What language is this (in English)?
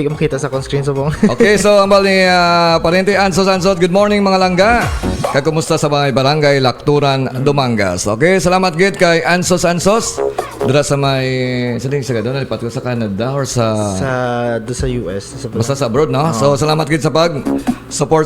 Hiligaynon